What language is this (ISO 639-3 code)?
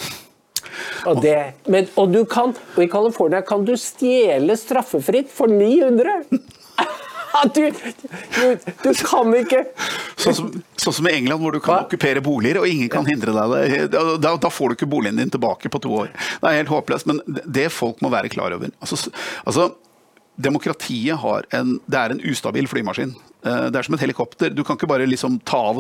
nor